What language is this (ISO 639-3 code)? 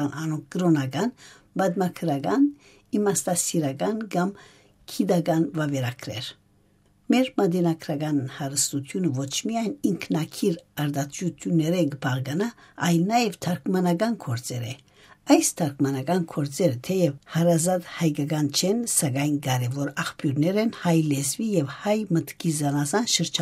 hye